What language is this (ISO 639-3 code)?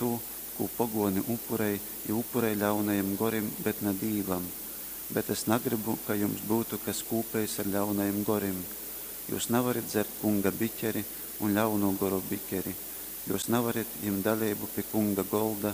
ltg